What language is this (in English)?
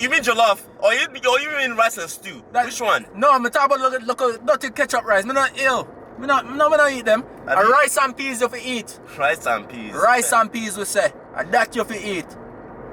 Jamaican Creole English